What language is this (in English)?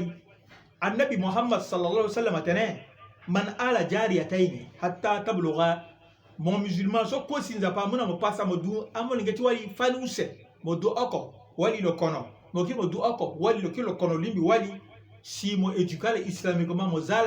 Sango